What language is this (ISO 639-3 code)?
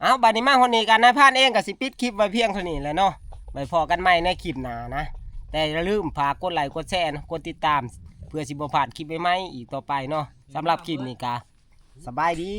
tts